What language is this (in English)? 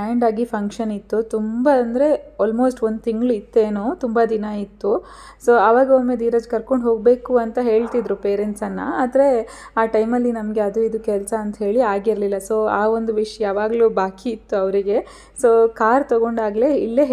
Kannada